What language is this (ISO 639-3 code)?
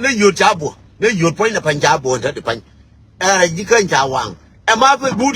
nus